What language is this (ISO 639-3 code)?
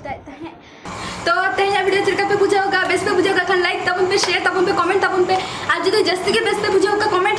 sat